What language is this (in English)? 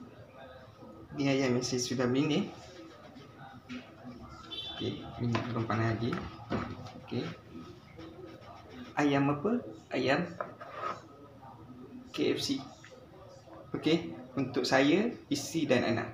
Malay